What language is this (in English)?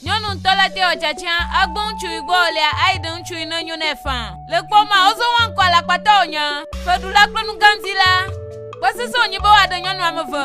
Ewe